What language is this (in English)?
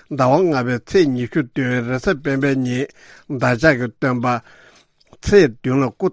Tibetan